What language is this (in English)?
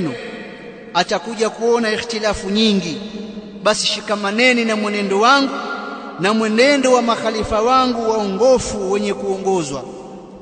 Swahili